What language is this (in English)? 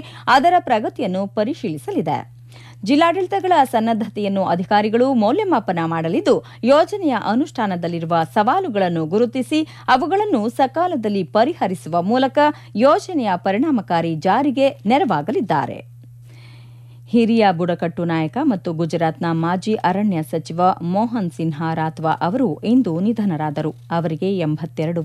Kannada